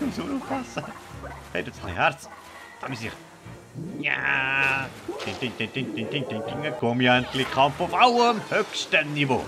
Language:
Swiss German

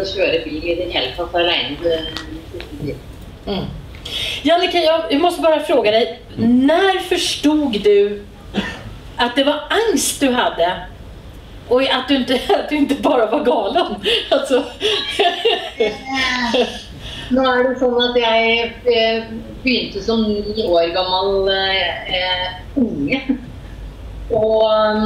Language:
Norwegian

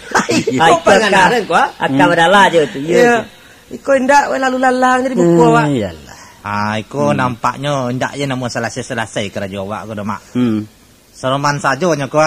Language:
Minangkabau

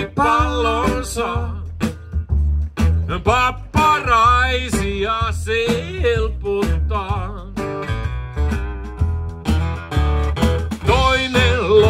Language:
Finnish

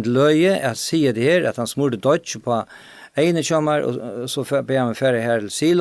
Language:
Faroese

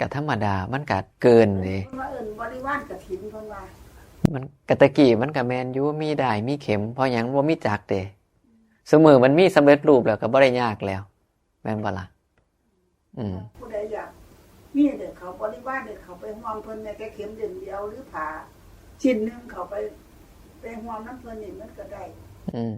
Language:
Northeastern Thai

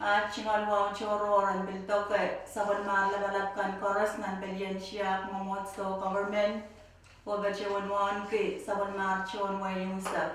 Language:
Pohnpeian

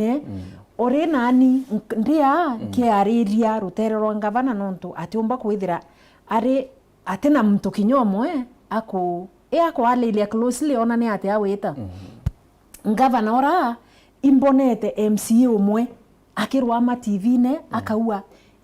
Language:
Meru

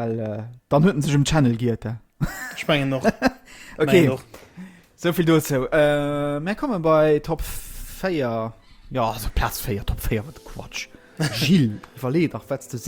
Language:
Luxembourgish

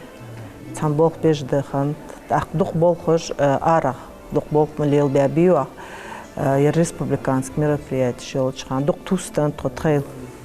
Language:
Ingush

